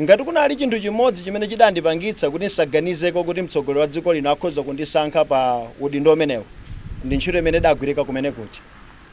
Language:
Nyanja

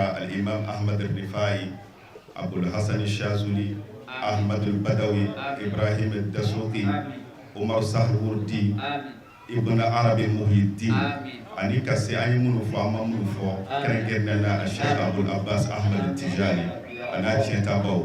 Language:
Bambara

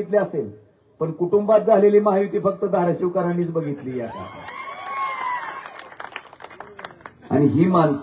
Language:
Marathi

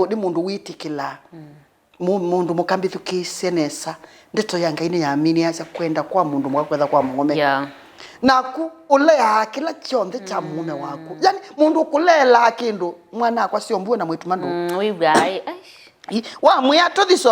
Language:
Kamba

